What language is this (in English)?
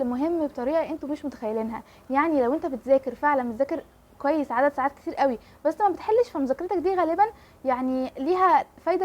Egyptian Arabic